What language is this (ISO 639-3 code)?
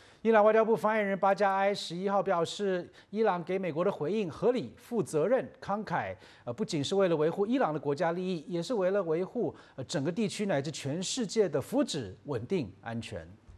zho